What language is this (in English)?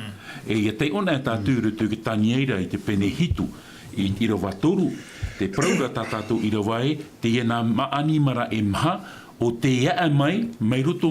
Tahitian